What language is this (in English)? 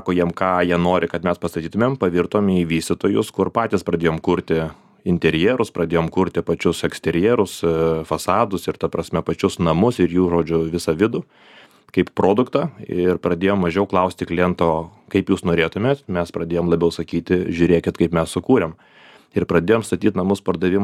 Lithuanian